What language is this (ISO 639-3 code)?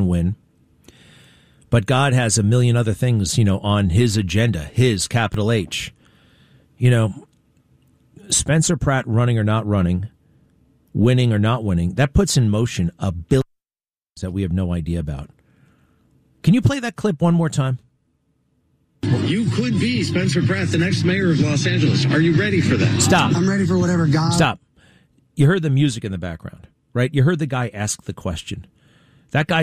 eng